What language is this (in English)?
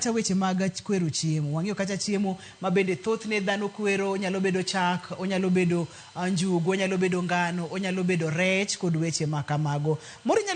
Luo (Kenya and Tanzania)